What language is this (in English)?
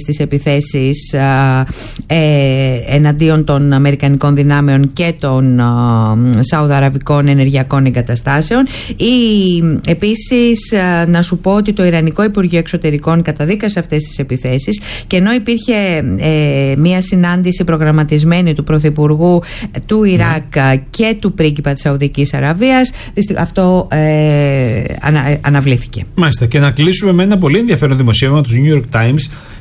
Greek